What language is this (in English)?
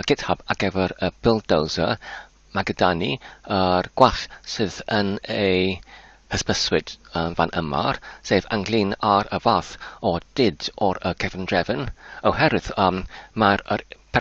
Welsh